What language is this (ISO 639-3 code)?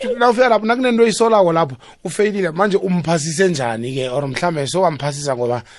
nbl